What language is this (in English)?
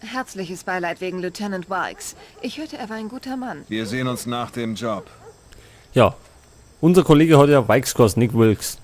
Bavarian